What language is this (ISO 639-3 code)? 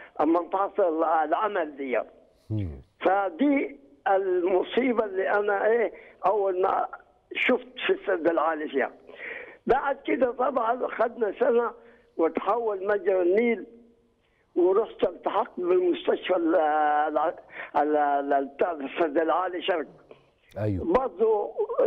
arz